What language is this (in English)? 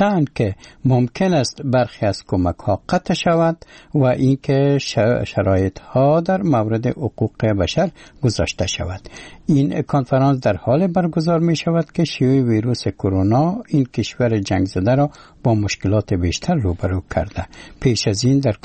Persian